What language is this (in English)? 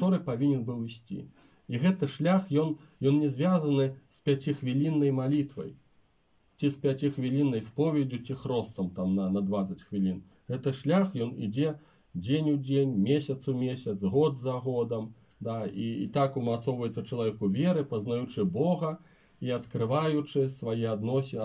Belarusian